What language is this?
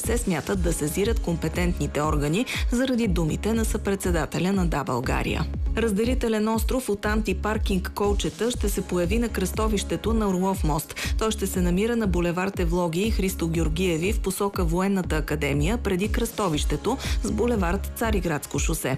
Bulgarian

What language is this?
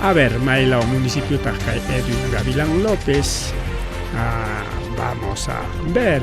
Ayacucho Quechua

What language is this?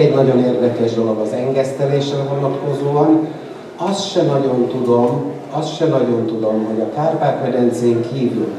Hungarian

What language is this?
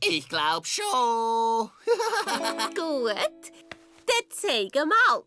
Swiss German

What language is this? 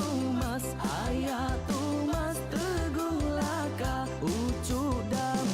Iban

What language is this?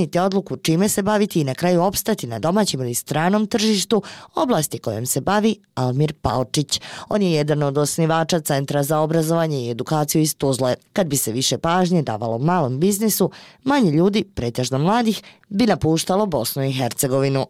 Bosnian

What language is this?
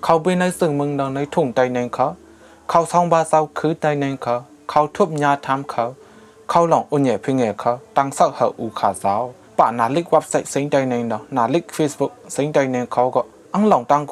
Shan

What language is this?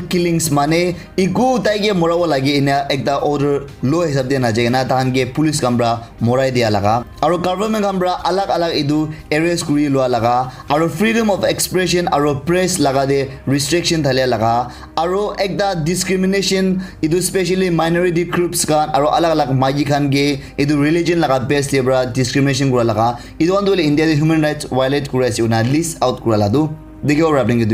Naga Pidgin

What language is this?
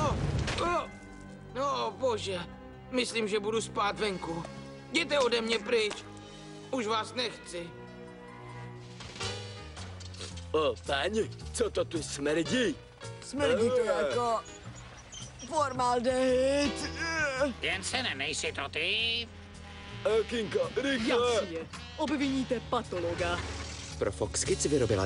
Czech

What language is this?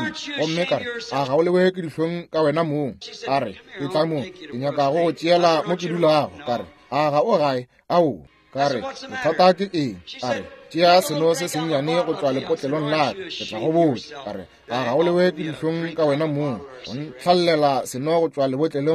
Northern Sotho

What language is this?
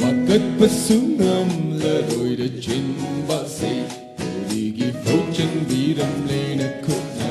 Tangkhul Naga (India)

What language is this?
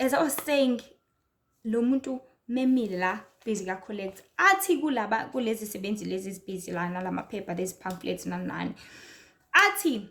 Zulu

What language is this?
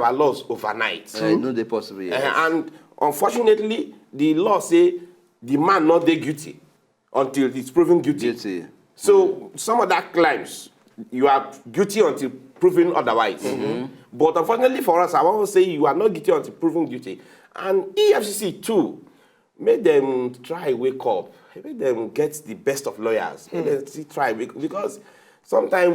Nigerian Pidgin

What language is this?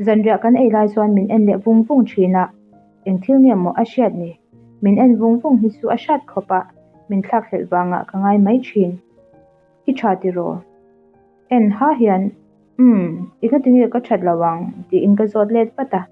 Mizo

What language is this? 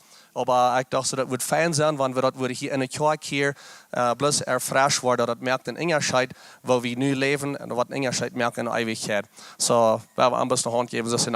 Plautdietsch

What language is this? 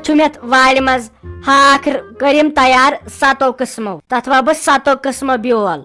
Kashmiri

